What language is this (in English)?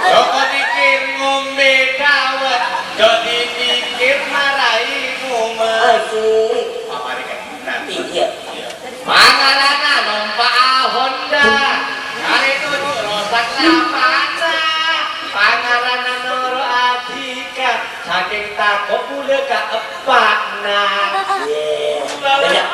Madurese